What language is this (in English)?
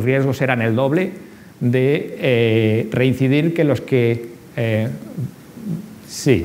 Spanish